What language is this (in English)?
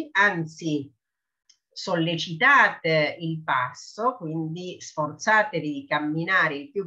Italian